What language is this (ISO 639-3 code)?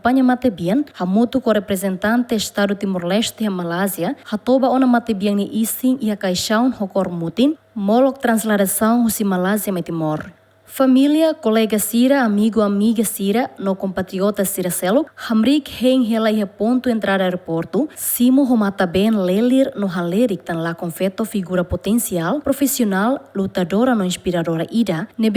tet